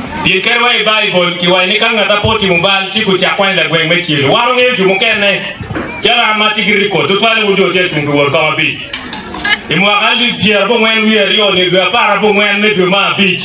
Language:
Acoli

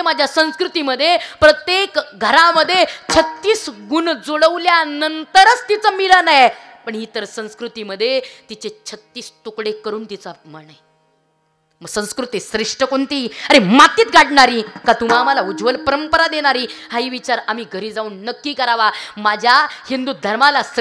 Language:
Marathi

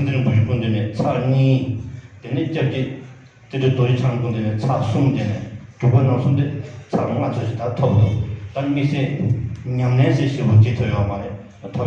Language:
Tibetan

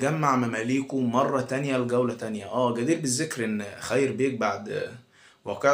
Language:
Egyptian Arabic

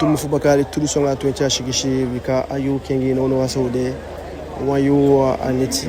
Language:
Eastern Maroon Creole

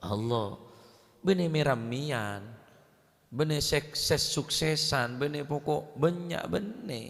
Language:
Madurese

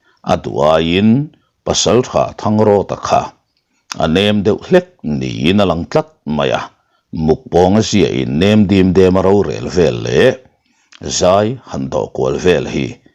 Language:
Mizo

